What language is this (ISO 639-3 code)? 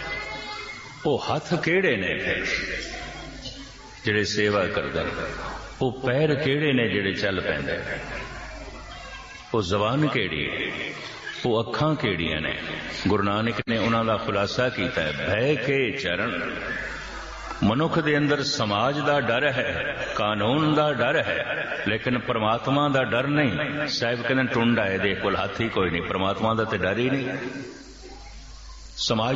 pan